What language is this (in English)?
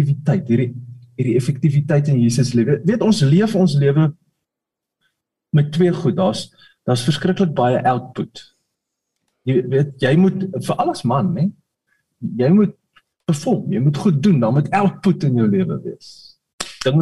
Afrikaans